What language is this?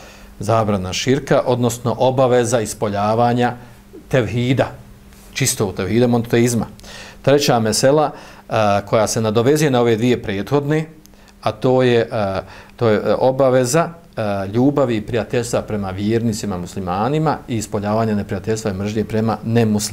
Bosnian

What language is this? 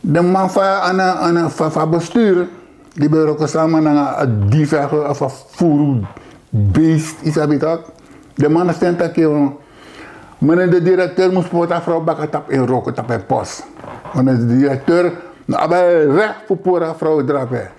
Sranan Tongo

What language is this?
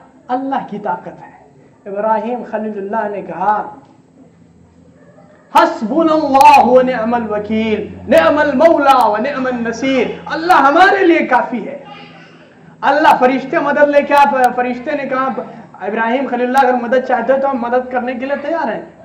Urdu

